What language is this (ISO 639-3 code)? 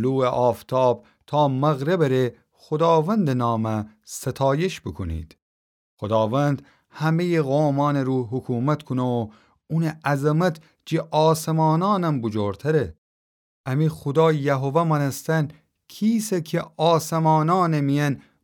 glk